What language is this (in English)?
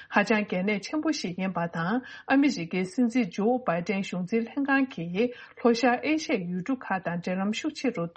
Tibetan